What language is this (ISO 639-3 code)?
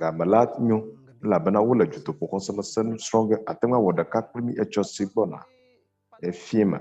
ewe